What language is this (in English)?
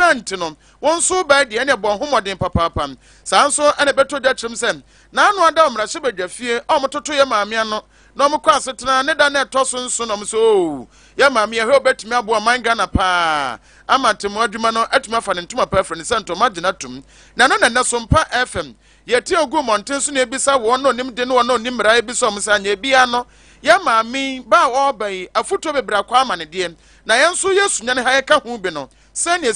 Akan